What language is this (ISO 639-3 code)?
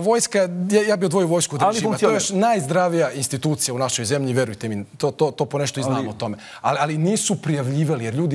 srp